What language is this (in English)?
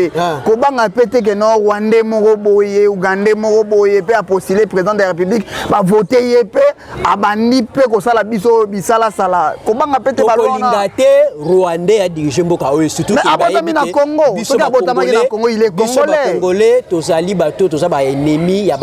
Lingala